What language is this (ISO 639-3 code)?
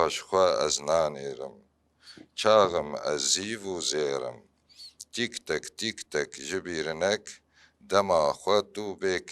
kur